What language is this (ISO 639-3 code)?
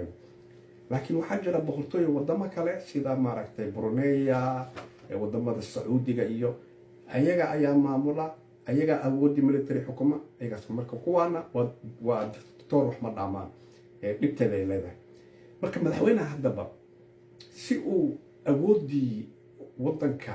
som